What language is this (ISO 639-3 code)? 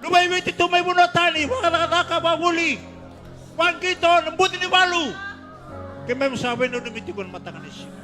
fij